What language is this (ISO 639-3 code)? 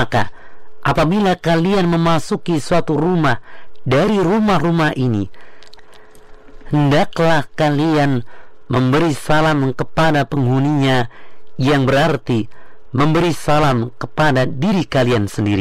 ind